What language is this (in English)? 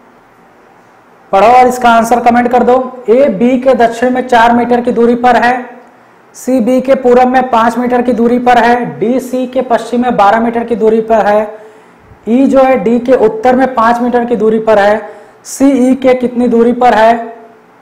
Hindi